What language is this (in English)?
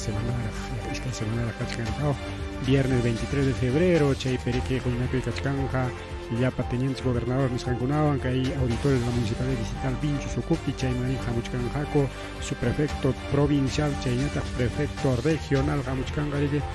Ayacucho Quechua